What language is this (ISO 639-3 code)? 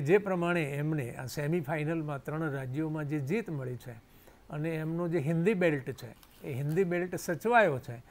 guj